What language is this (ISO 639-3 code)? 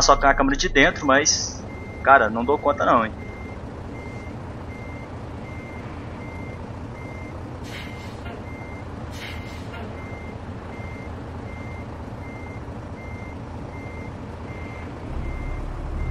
por